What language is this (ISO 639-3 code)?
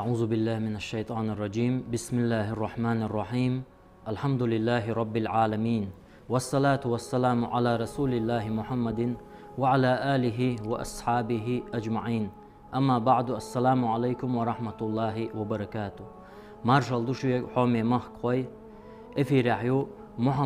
che